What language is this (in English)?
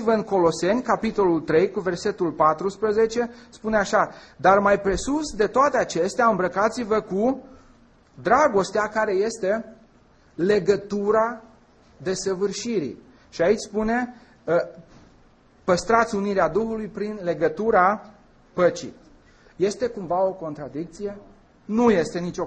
Romanian